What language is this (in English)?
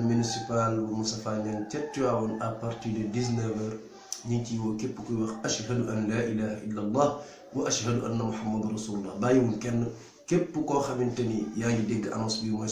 Wolof